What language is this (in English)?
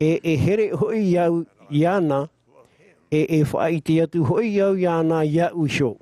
Tahitian